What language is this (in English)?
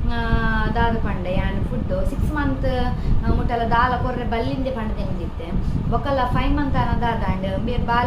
Tulu